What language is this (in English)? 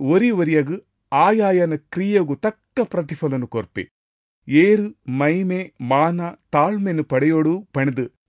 Tulu